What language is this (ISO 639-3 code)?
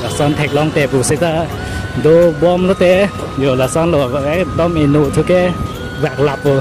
mjw